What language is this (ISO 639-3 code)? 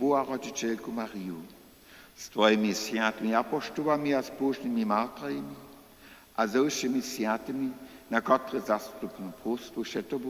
hsb